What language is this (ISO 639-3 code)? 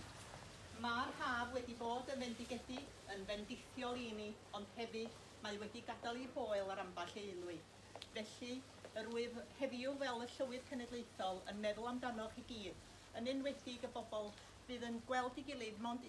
cym